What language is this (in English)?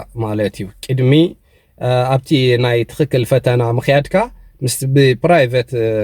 Tigrinya